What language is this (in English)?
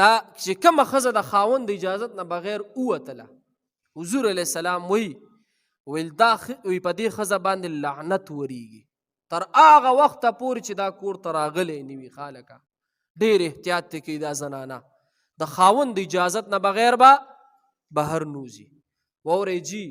Pashto